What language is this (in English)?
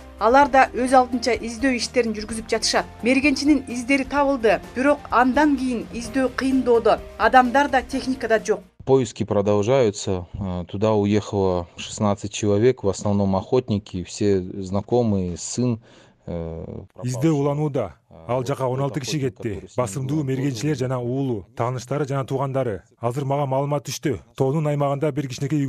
Kyrgyz